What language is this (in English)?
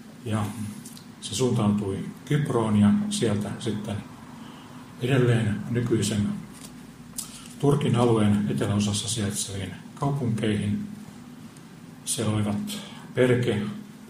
Finnish